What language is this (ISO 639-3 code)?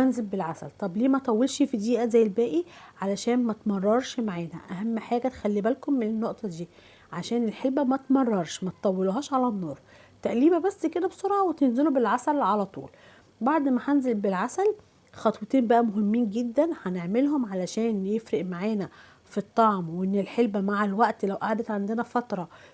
arz